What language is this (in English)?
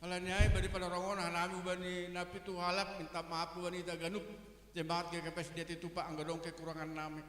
Batak Simalungun